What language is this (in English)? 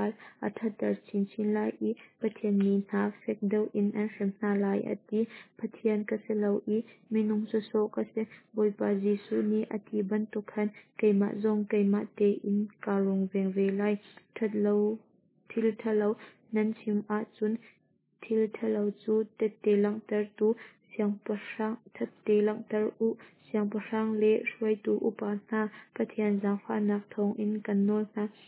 Hakha Chin